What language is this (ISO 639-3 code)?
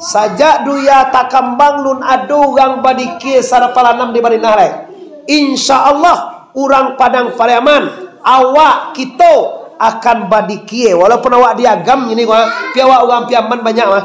min